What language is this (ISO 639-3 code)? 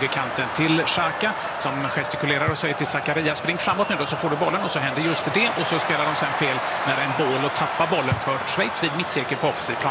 swe